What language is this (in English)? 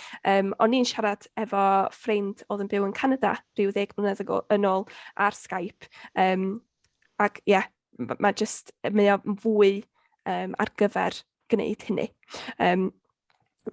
Welsh